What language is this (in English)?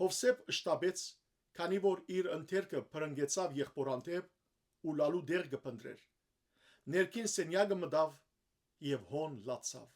Western Armenian